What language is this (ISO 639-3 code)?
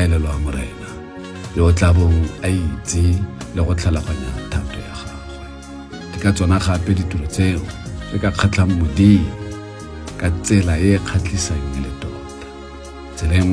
tsn